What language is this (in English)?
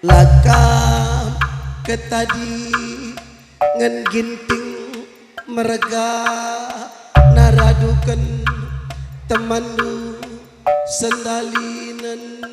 Batak Karo